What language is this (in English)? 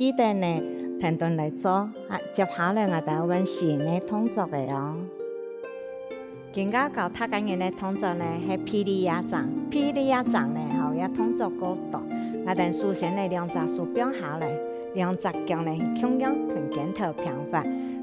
Hakka Chinese